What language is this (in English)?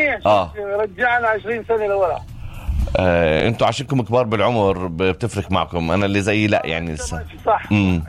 North Levantine Arabic